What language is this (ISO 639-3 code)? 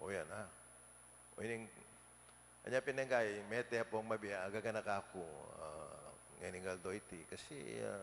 pam